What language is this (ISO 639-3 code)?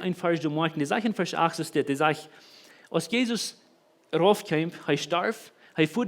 pdt